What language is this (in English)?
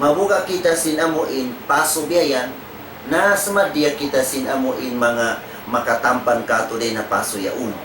Tausug